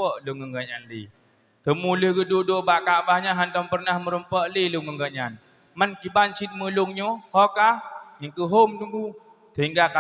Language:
Achinese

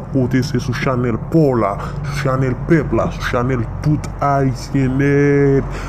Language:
Haitian Creole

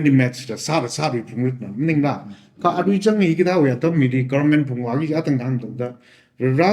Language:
Tangkhul Naga (India)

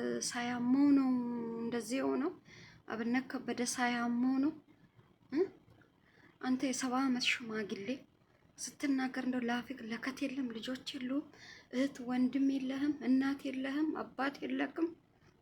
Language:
Amharic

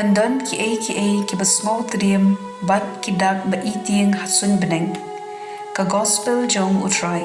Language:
Khasi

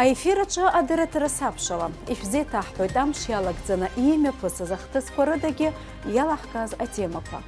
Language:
Abkhazian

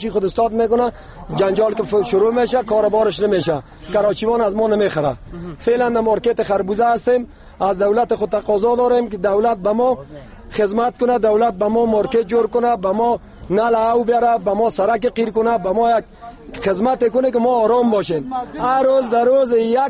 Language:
Persian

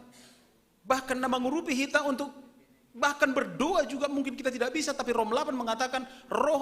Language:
Batak Simalungun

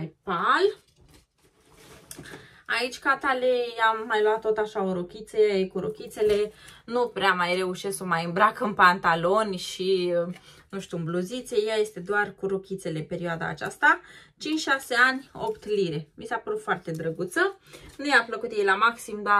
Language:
Romanian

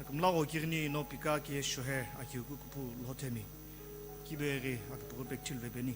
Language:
Sumi Naga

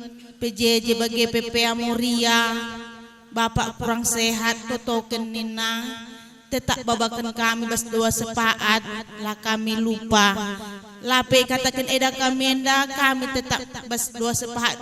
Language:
Batak Karo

